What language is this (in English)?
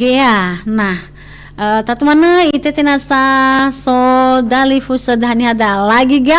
Nias